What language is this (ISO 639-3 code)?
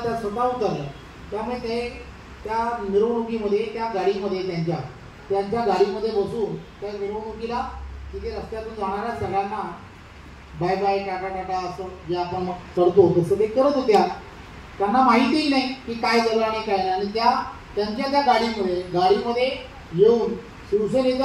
mar